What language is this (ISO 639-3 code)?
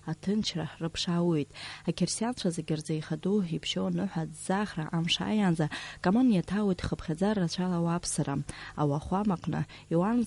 abk